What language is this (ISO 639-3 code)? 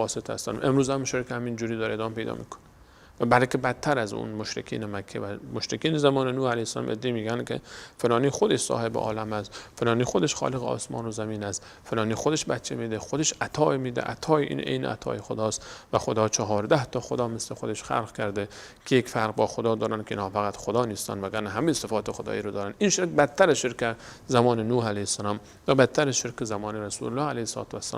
fas